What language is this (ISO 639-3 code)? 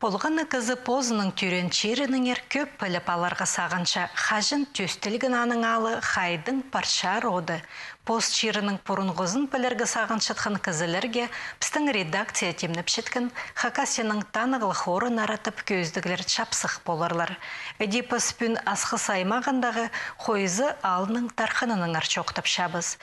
kjh